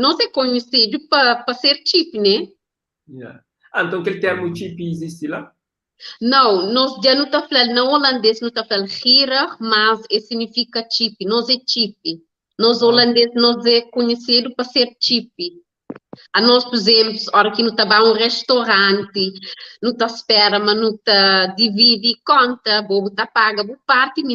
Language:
Kabuverdianu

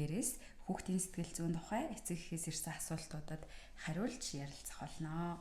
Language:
Mongolian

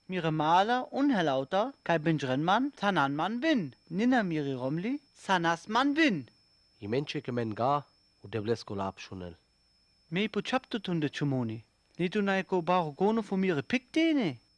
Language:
Sinte Romani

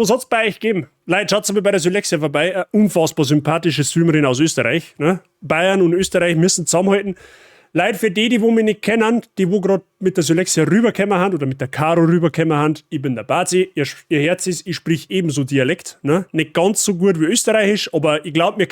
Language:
Bavarian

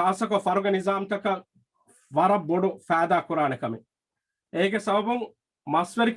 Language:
Divehi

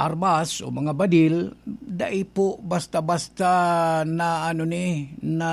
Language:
Bikol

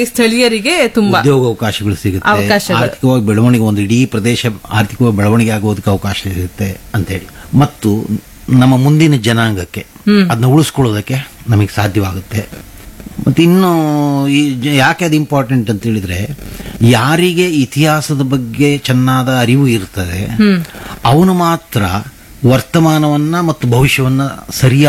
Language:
Kannada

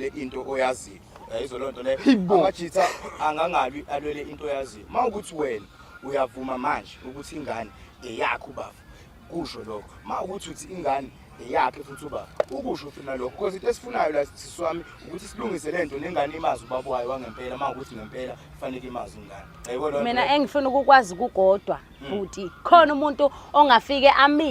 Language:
Zulu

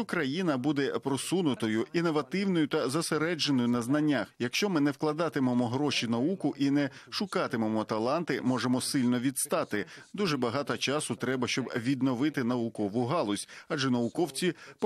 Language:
Ukrainian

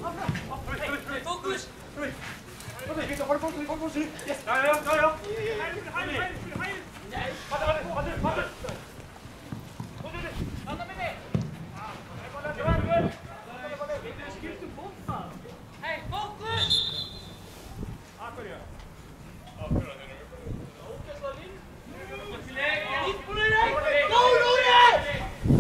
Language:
Icelandic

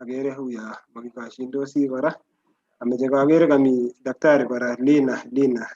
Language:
Kalenjin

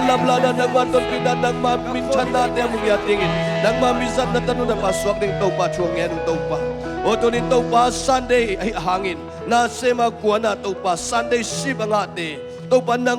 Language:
Tedim Chin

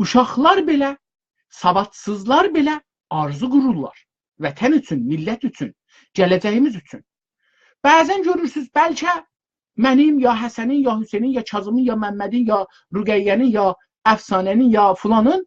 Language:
South Azerbaijani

